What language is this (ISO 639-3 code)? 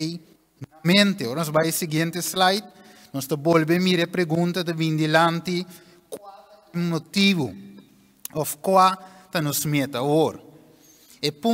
pap